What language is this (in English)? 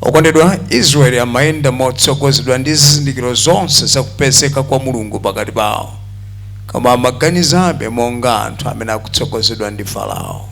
Nyanja